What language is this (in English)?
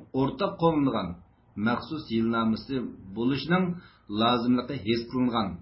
Uyghur